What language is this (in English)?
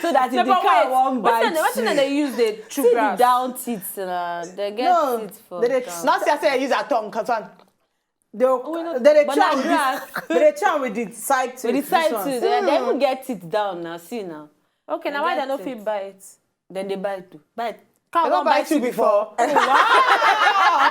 Nigerian Pidgin